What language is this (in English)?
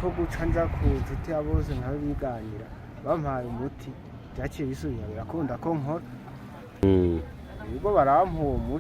Rundi